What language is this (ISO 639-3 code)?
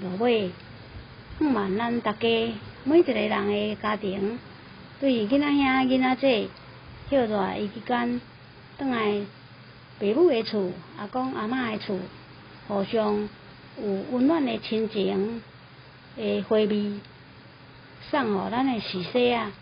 nan